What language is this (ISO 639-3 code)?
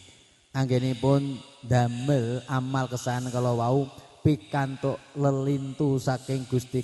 jav